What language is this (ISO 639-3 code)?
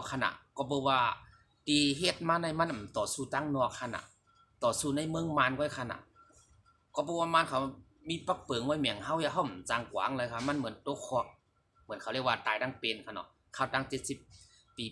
shn